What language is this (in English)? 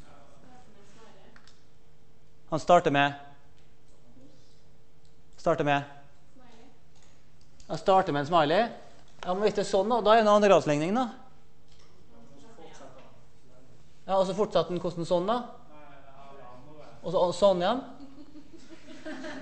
Norwegian